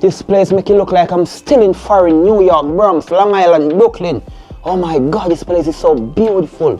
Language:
Jamaican Creole English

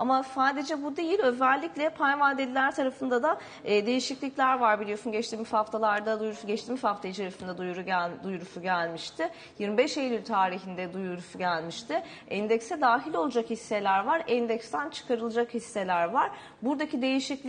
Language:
Turkish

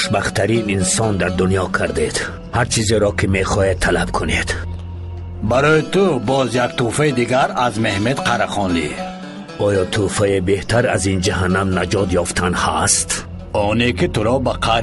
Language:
Persian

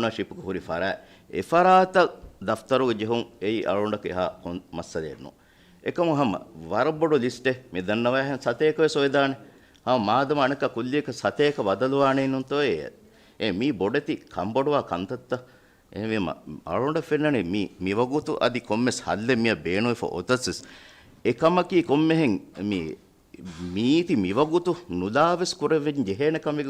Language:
Divehi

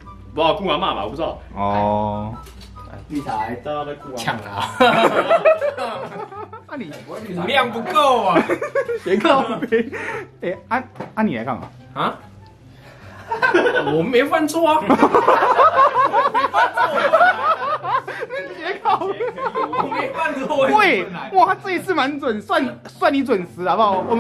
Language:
Chinese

